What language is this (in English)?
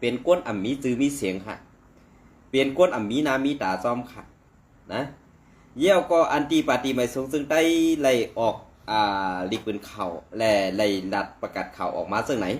Shan